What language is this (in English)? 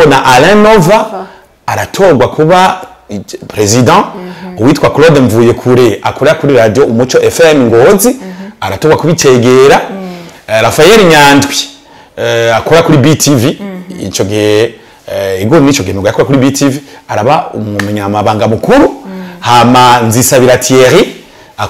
Rundi